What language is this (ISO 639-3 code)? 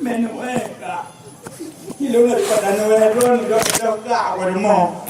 ace